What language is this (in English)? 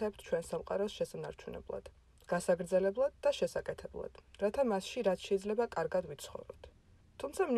Georgian